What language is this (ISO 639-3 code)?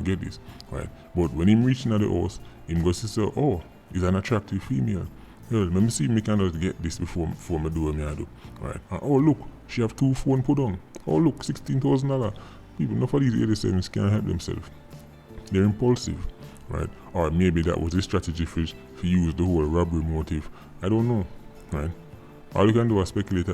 jam